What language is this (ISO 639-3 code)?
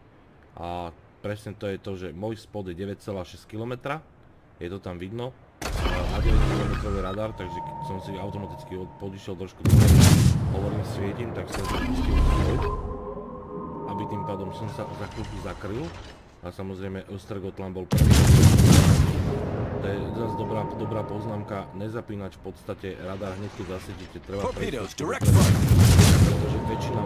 slk